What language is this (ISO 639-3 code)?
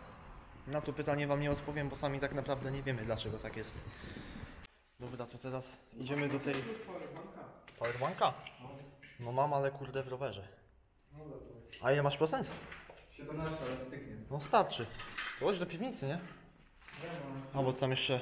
pol